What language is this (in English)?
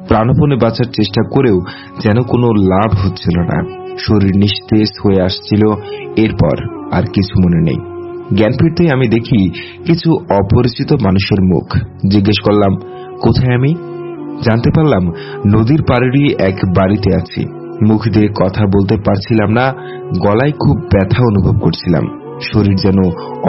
Bangla